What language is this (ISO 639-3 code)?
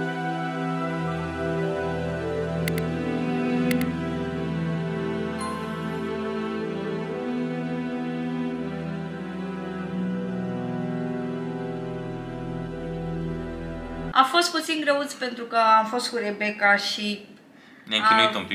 ron